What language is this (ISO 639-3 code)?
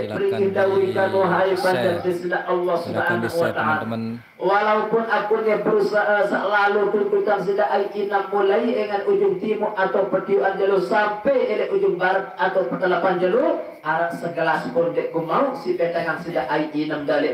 sas